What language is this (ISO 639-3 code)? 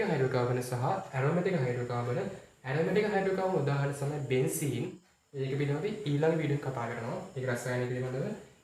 sin